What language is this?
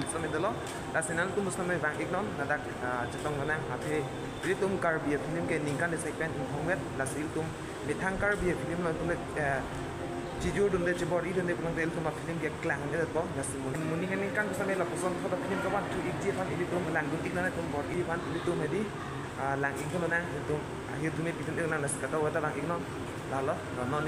Karbi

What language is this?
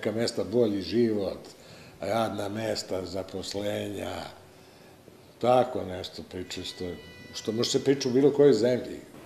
Serbian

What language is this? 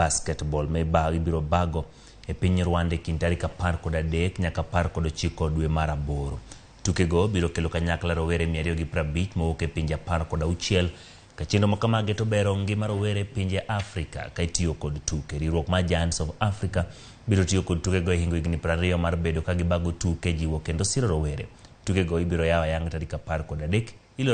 Luo (Kenya and Tanzania)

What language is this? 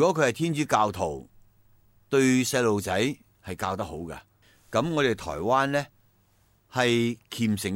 Cantonese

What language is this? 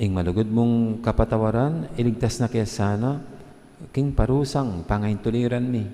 Pampanga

